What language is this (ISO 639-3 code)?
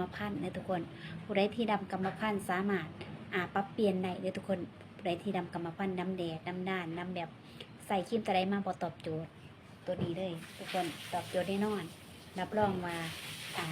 lao